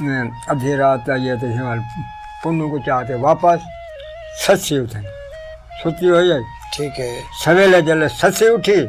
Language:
Saraiki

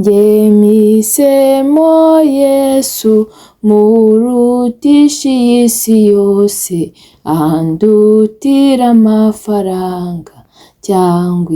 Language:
Kinyarwanda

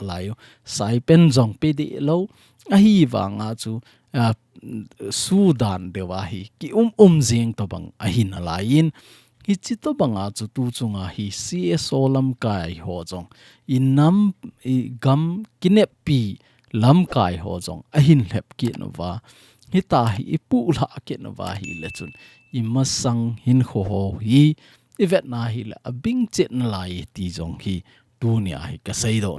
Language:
Thado Chin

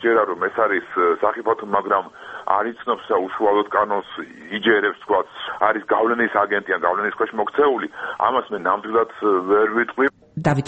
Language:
Georgian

